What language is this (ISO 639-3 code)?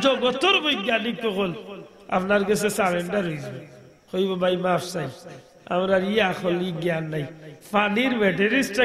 syl